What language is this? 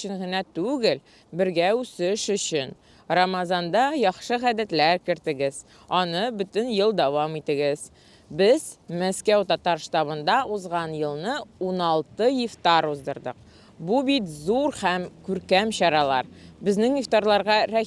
Tatar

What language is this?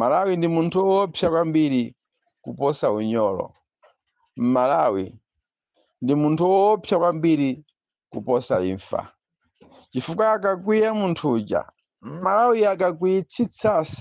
Nyanja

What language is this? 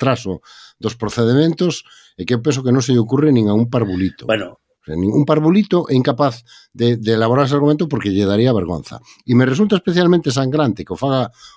Galician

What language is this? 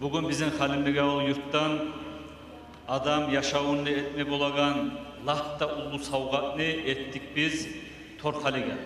Kumyk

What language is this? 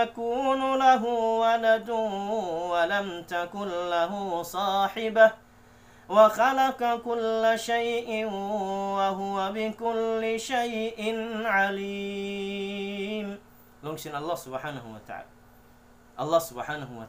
Tausug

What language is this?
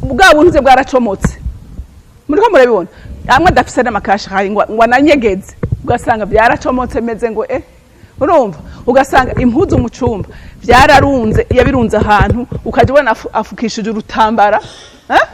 Rundi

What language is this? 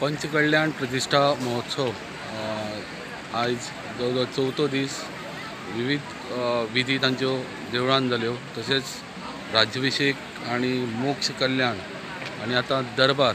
Konkani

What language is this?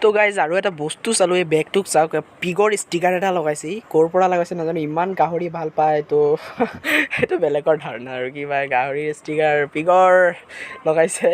Assamese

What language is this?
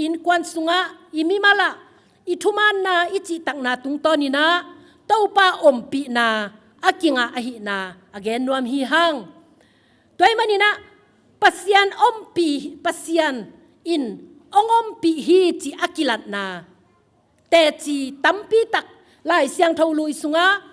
Tedim Chin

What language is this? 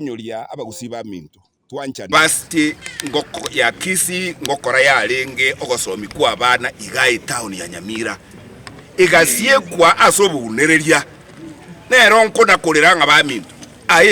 Gusii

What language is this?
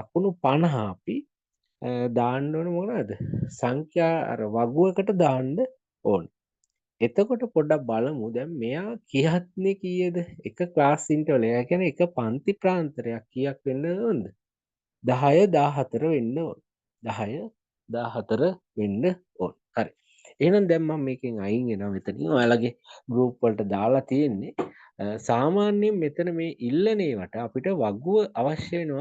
Sinhala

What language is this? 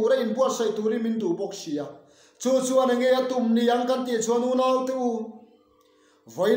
Mizo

